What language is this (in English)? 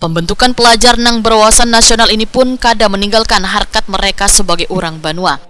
Banjar